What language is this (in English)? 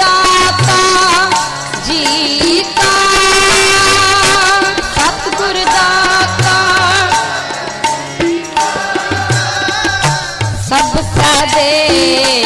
Hindi